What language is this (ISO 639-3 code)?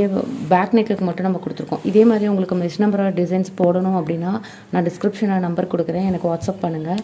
tam